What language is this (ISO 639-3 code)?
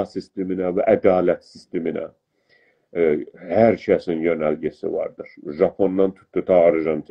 azb